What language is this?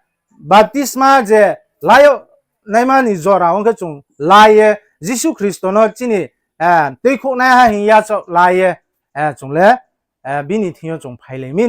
Riang (India)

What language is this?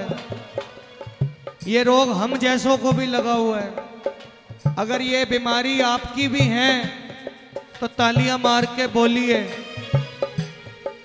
Hindi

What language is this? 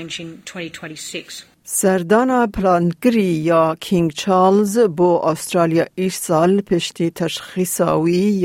Kurdish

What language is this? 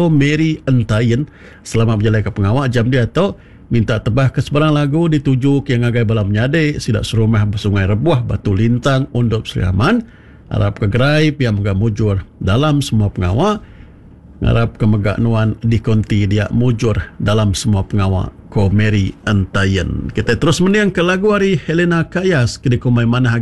Iban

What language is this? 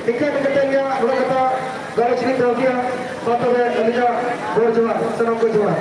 Santali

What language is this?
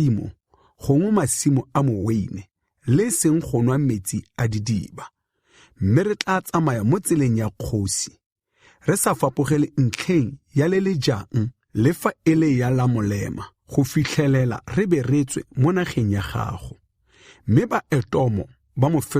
Tswana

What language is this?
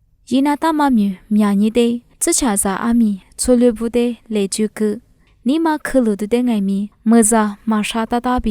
Lisu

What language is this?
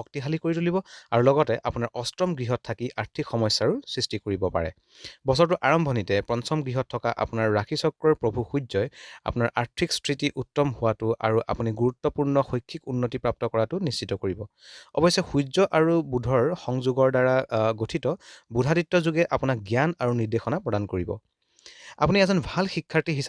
Assamese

